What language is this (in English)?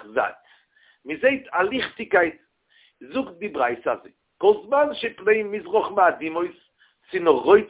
Yiddish